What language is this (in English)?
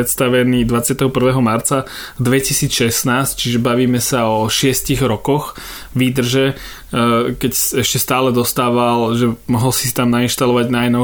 Slovak